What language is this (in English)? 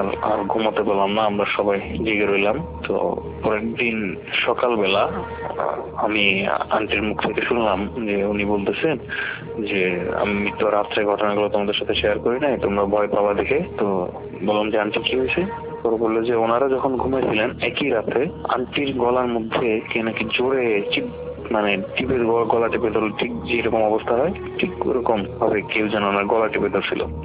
Bangla